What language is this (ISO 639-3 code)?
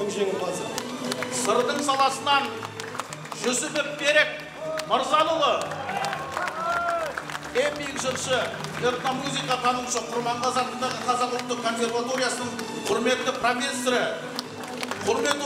kaz